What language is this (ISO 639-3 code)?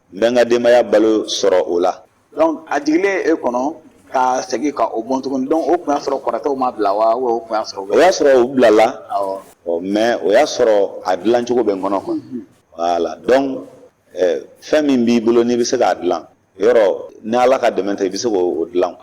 bam